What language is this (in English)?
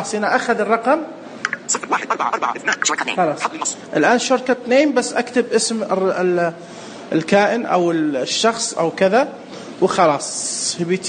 Najdi Arabic